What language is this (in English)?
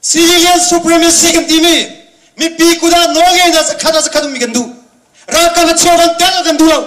Hakha Chin